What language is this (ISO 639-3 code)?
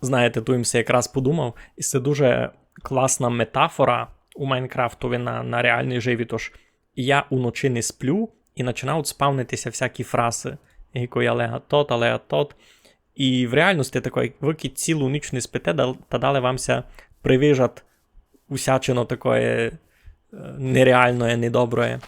rue